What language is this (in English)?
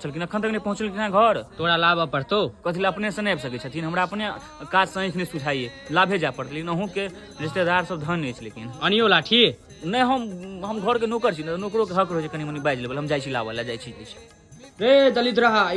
Maithili